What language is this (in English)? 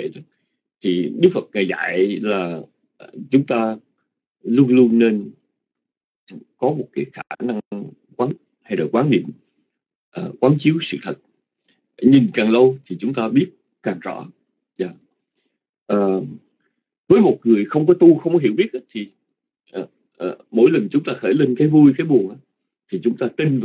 Vietnamese